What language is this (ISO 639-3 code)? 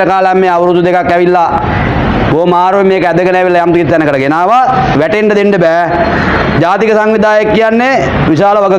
sin